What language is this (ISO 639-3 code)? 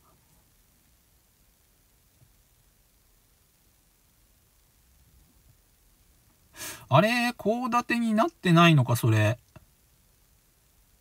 jpn